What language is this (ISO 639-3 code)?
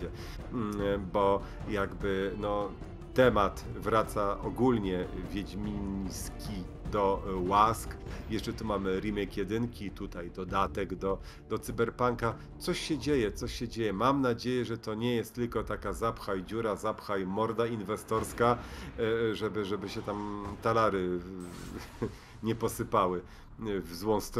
pol